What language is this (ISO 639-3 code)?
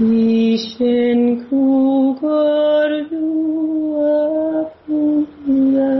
kat